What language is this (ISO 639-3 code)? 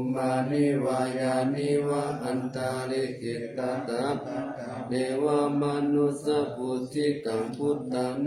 pli